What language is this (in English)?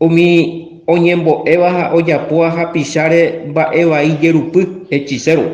Guarani